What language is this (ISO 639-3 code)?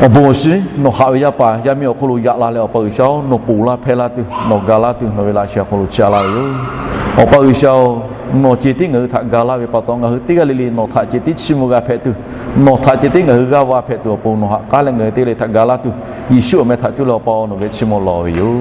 lhu